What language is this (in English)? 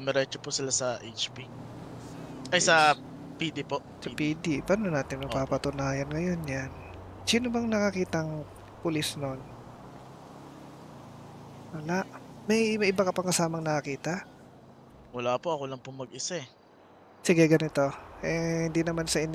Filipino